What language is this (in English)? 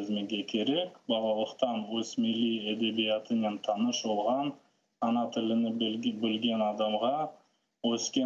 Crimean Tatar